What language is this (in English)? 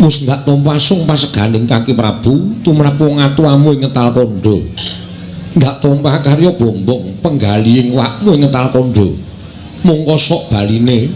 Javanese